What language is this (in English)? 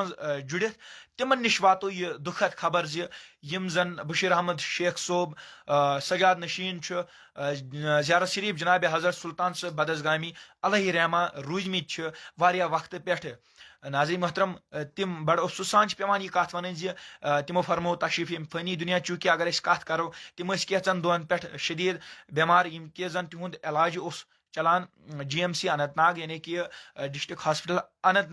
Kashmiri